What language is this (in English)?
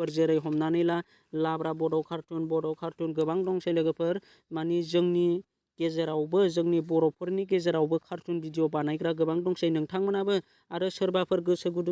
Bodo